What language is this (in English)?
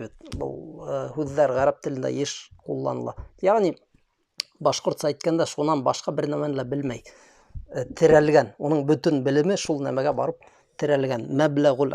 Bashkir